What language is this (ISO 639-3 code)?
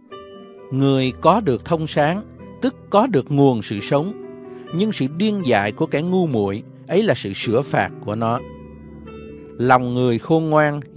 vie